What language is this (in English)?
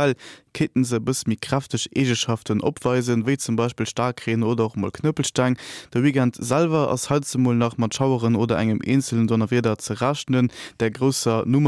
Luxembourgish